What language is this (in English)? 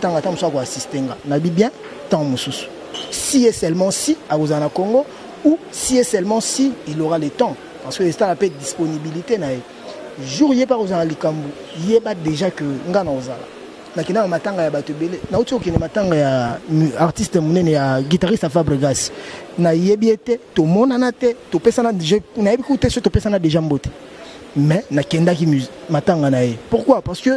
Lingala